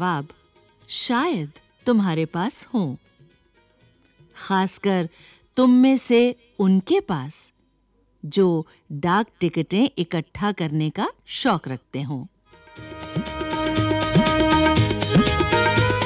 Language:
Hindi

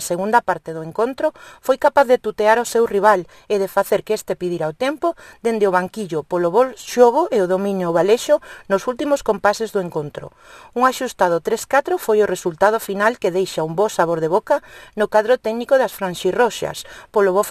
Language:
Galician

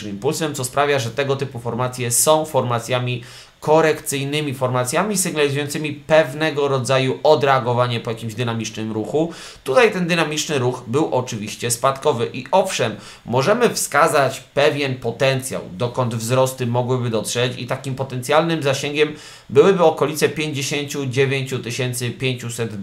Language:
Polish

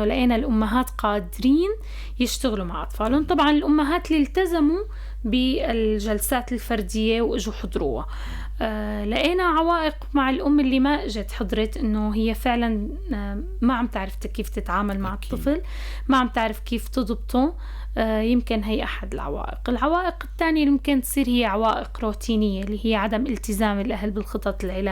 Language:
North Levantine Arabic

